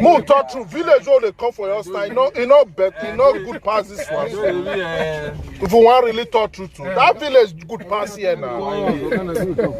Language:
Nigerian Pidgin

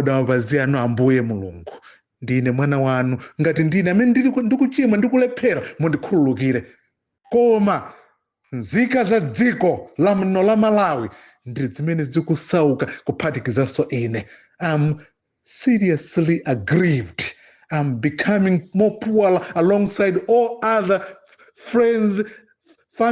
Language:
Nyanja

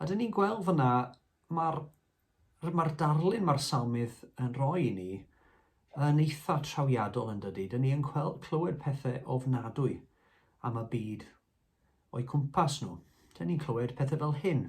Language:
Welsh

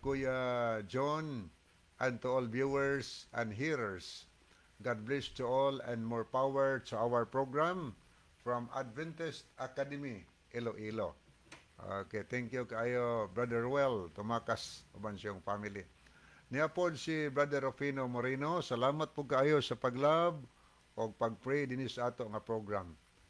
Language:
Cebuano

